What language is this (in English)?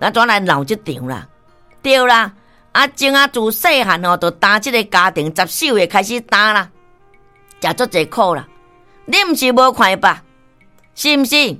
Min Nan Chinese